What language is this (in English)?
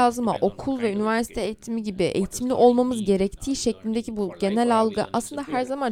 Turkish